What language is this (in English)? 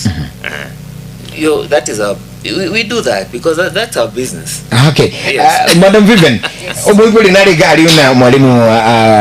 Gusii